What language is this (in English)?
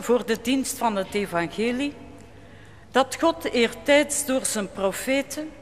Dutch